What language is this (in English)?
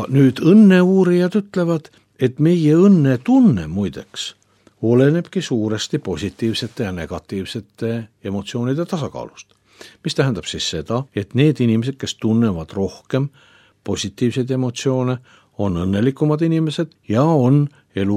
Estonian